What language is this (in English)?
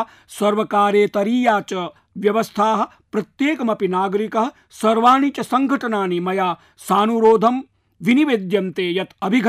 Sanskrit